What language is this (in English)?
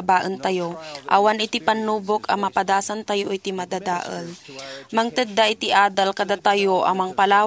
Iloko